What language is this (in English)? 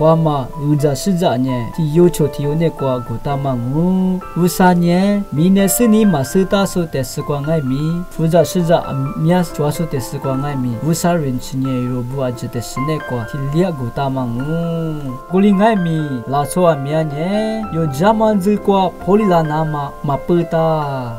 Lisu